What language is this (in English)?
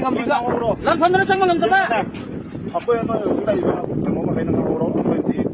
Manipuri